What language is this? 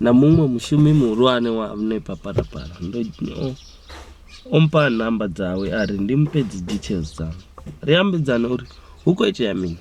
Venda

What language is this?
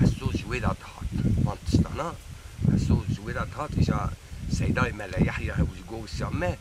Kurdish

